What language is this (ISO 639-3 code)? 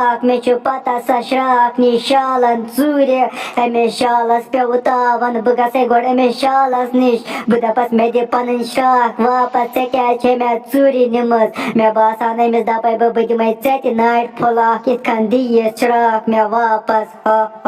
kas